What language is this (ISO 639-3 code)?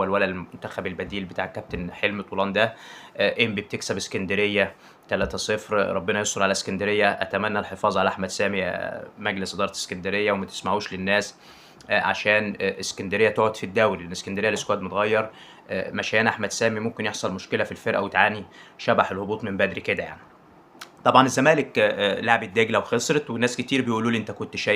arz